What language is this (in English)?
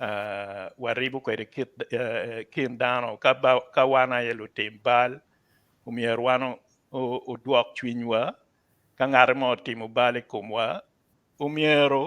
Acoli